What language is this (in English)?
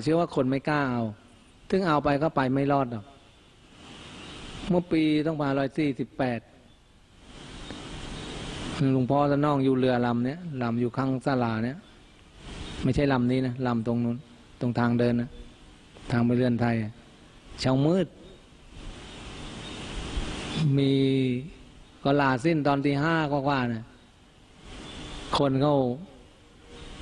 Thai